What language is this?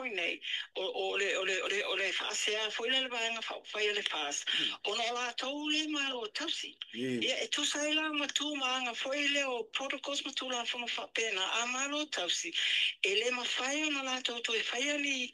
Samoan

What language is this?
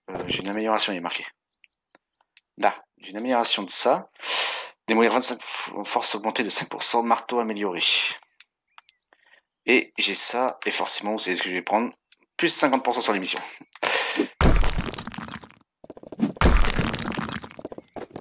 French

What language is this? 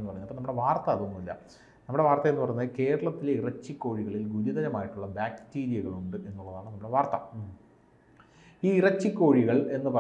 Malayalam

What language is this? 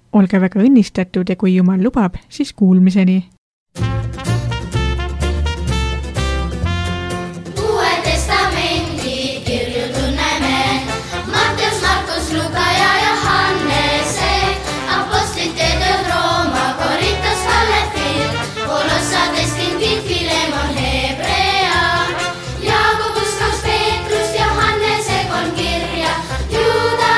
Estonian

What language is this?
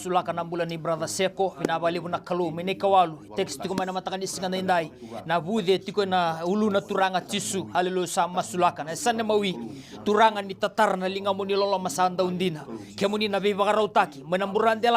Fijian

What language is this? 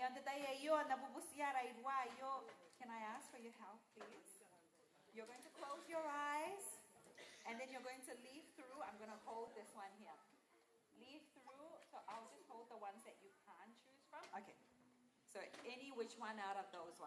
Gilbertese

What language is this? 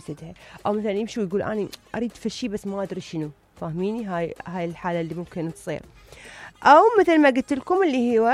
Mesopotamian Arabic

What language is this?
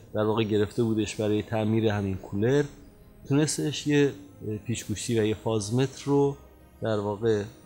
Persian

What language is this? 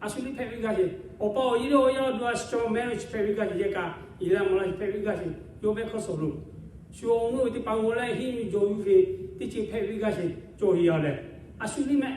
Lahu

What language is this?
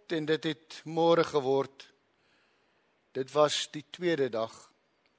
Afrikaans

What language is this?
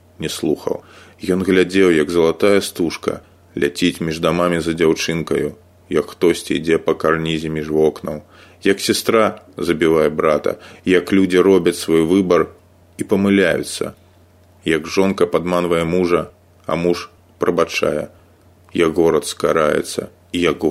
Belarusian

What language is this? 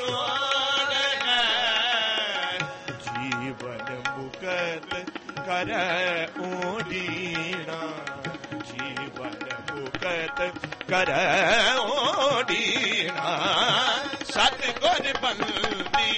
Punjabi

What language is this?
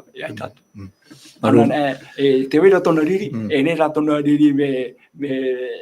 Tahitian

